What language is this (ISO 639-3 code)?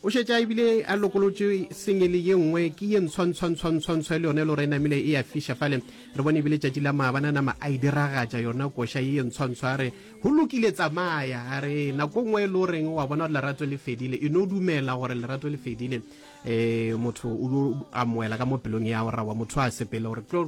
nso